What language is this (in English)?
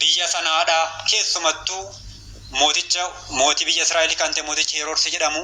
Oromo